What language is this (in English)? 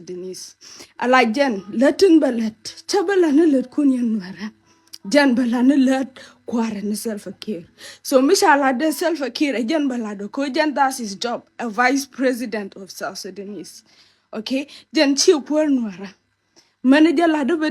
Nuer